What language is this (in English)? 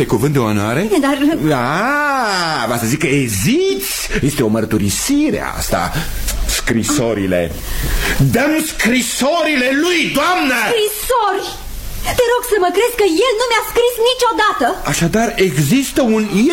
Romanian